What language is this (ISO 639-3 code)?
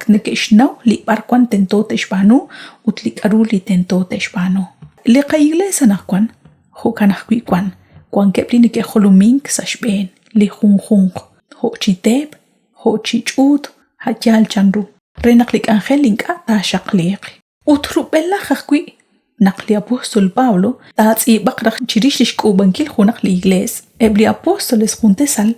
kek